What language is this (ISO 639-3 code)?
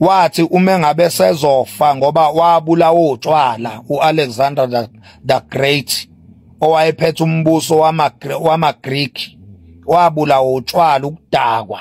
zul